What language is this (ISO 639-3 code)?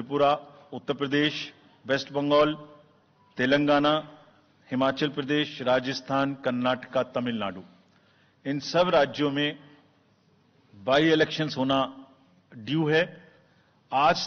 hin